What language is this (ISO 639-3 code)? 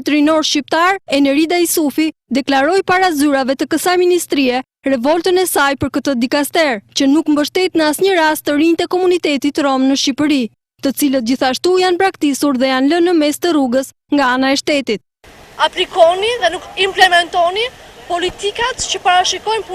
sqi